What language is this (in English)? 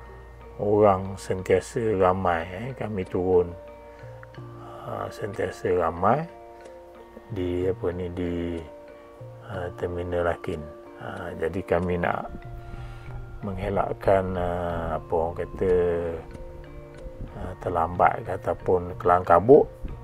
Malay